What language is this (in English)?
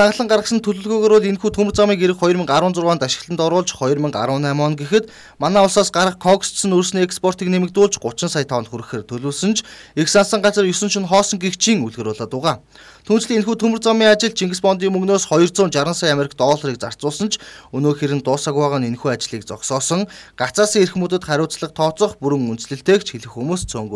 Mongolian